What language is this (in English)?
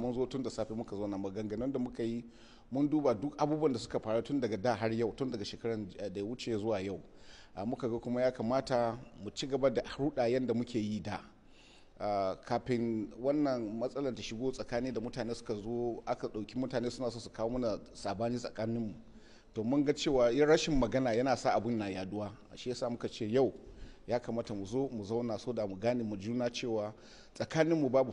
Hausa